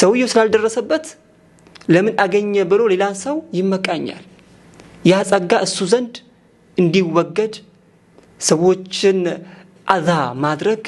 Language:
Amharic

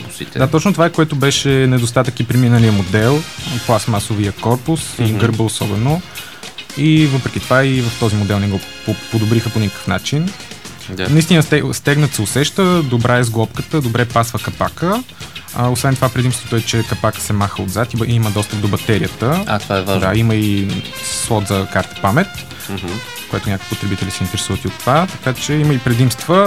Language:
Bulgarian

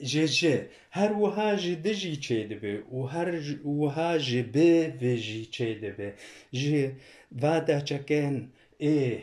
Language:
Kurdish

